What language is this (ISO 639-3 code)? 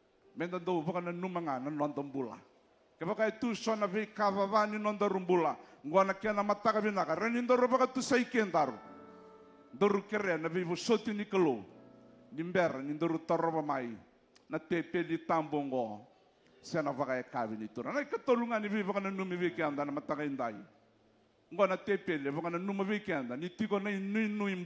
fij